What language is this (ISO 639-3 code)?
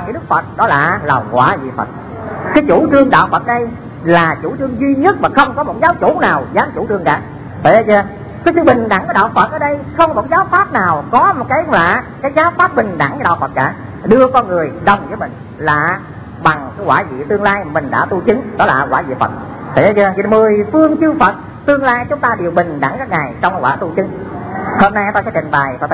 vie